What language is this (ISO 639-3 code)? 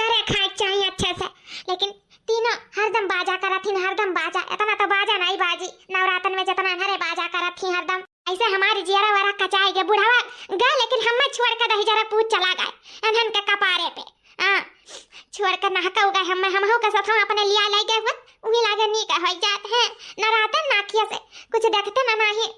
awa